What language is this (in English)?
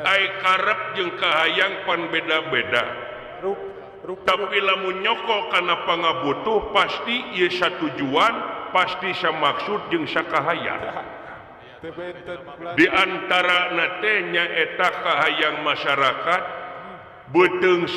Sundanese